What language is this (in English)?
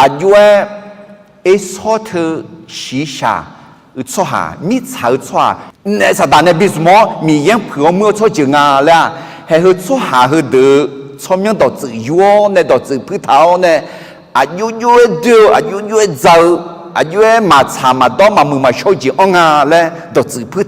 Akha